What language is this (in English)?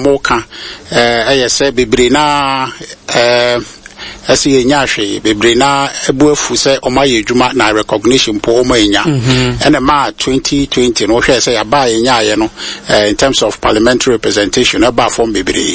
Akan